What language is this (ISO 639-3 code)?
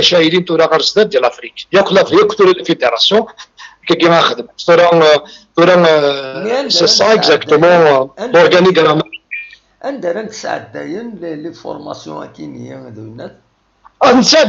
kab